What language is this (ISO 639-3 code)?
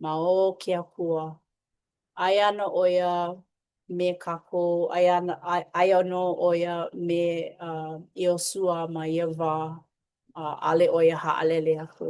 haw